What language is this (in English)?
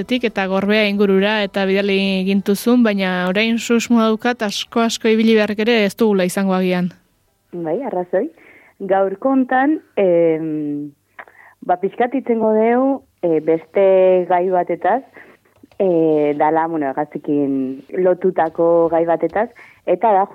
Basque